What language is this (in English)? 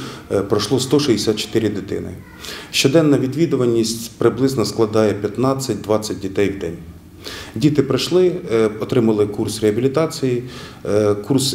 Ukrainian